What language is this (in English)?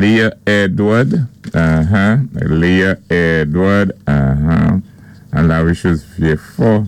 Saint Lucian Creole French